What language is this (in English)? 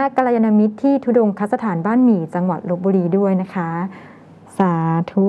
Thai